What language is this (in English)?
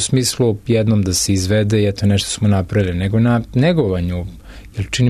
Serbian